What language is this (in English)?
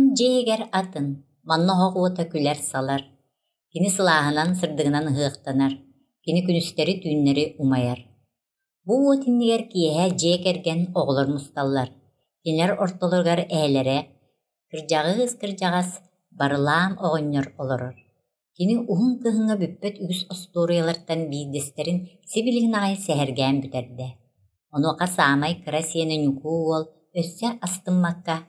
Yakut